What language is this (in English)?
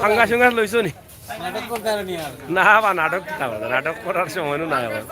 Sylheti